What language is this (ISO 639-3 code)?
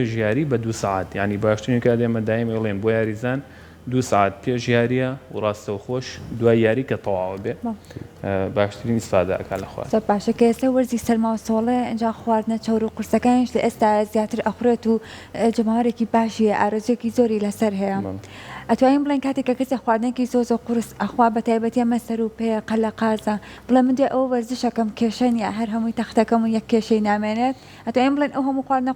ckb